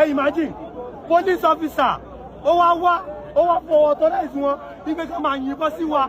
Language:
Yoruba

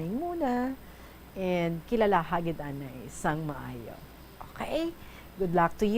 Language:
Hiligaynon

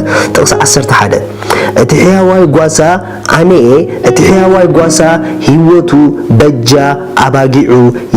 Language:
Tigrinya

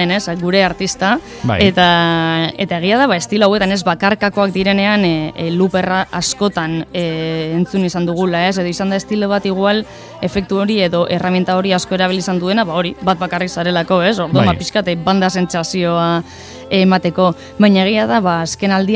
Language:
Basque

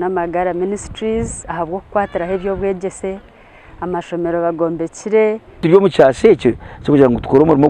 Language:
Nyankole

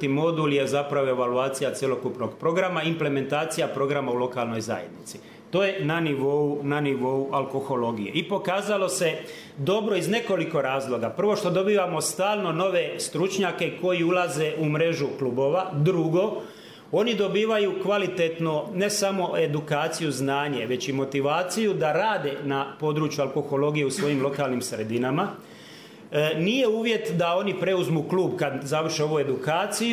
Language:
Croatian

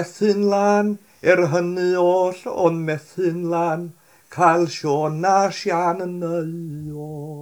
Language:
Welsh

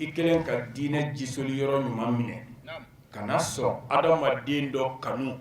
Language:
Bambara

